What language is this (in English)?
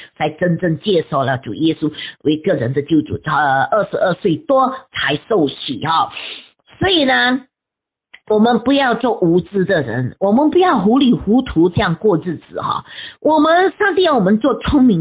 Chinese